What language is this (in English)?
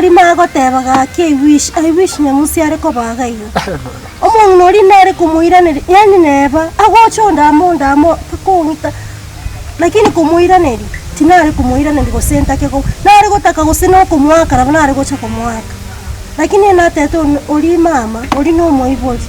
Gusii